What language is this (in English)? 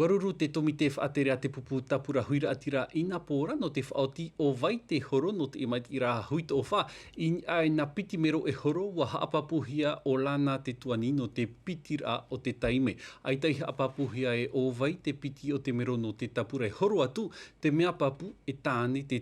Tahitian